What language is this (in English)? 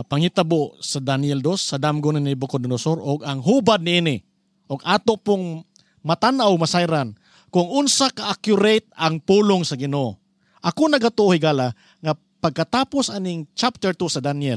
Cebuano